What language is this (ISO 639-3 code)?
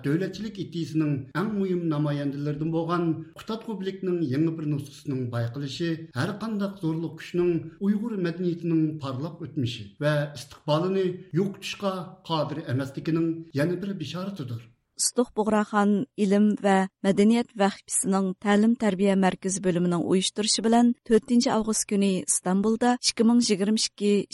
uig